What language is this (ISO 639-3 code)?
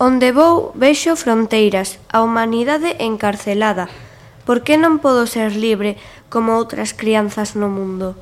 glg